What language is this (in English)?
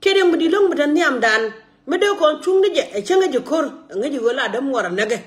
Nuer